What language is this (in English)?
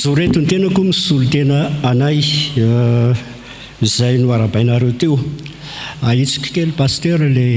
Malagasy